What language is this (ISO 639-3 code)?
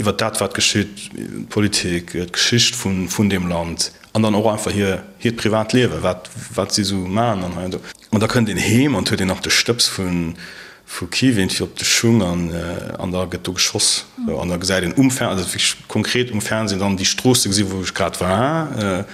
ltz